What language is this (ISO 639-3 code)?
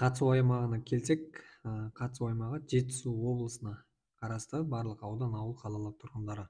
kaz